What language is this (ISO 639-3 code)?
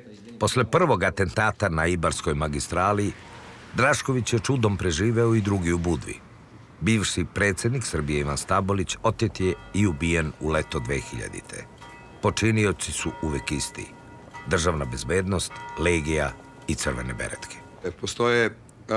srp